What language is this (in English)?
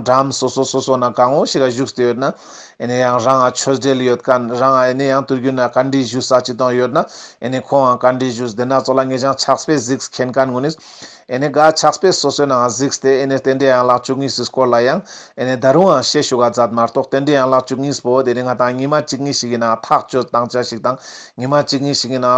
Ladakhi